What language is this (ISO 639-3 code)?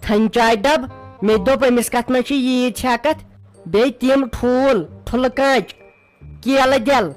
kas